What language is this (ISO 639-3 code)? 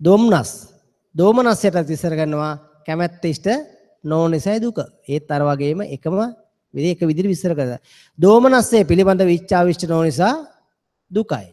sin